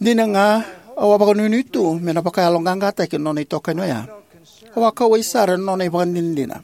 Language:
Fijian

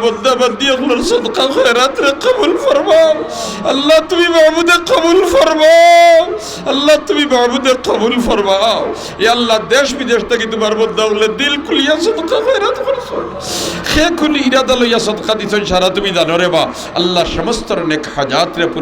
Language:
Sylheti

